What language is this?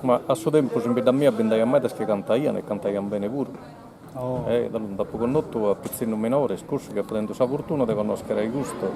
Sardinian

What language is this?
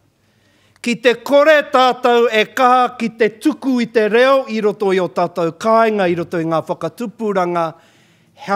Māori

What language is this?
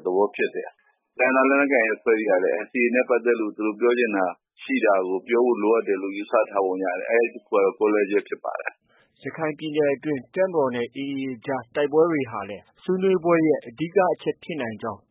Burmese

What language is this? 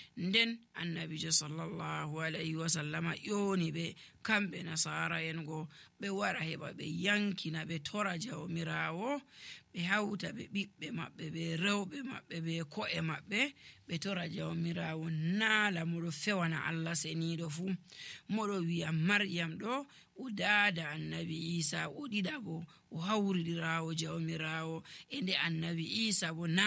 Nigerian Fulfulde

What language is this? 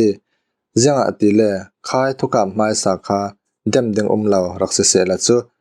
Falam Chin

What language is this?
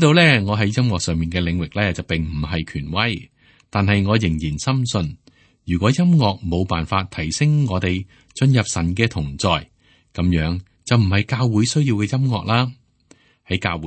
Cantonese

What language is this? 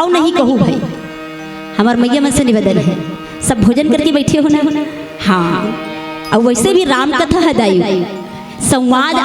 Chhattisgarhi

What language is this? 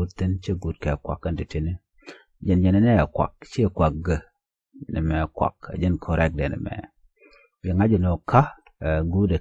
Nuer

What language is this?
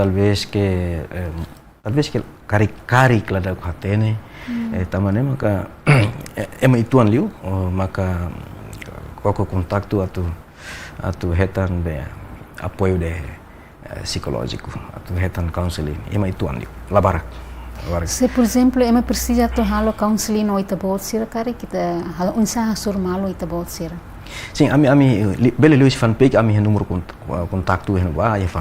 Tetum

